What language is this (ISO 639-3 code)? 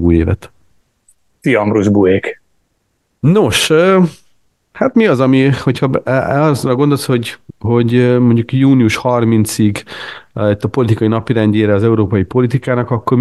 hun